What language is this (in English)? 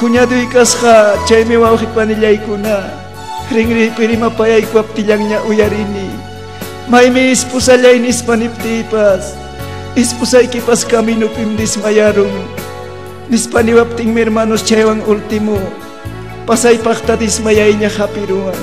Ayacucho Quechua